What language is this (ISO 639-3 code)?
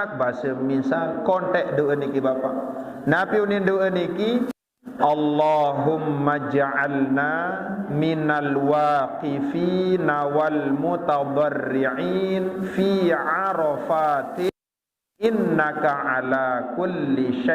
sas